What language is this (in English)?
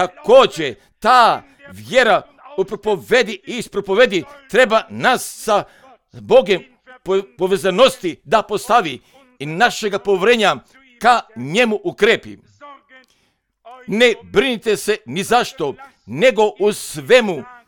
Croatian